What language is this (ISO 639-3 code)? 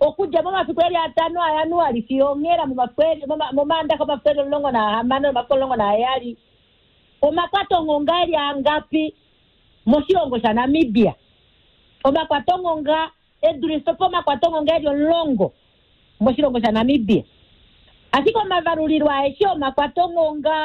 kua